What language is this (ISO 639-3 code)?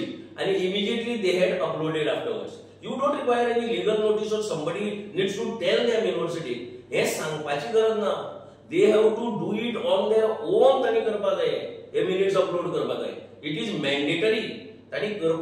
kok